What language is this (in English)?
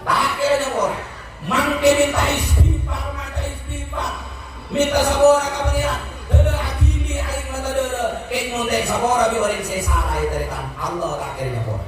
Madurese